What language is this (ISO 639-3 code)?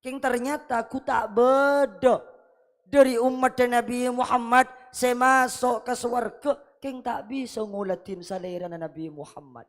mad